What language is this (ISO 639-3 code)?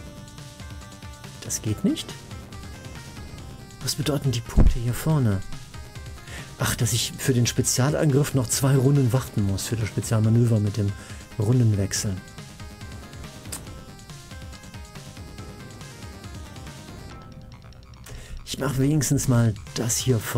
deu